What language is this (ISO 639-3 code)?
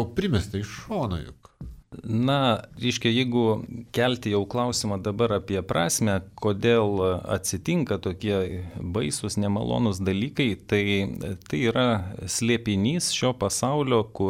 lit